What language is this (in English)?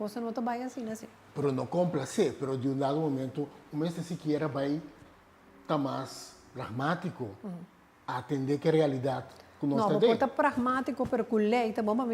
Papiamento